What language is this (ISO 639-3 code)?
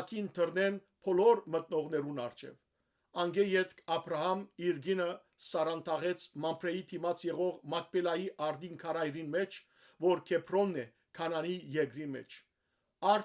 hyw